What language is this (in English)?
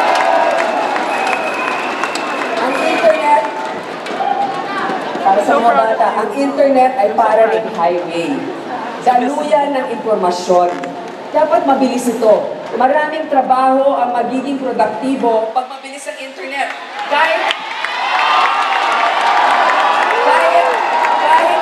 Filipino